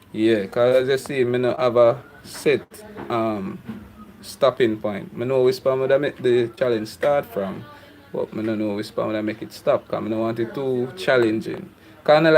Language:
Jamaican Creole English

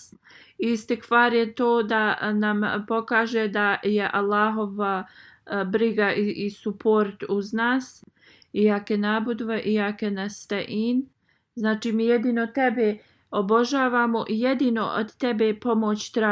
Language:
Bosnian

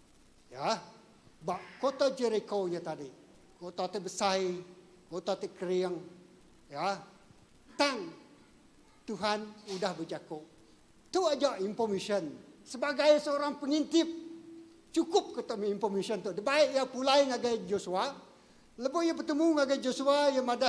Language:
Iban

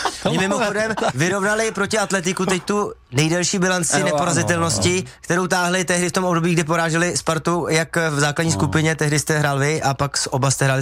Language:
Czech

